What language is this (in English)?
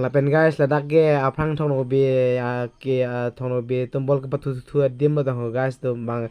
Karbi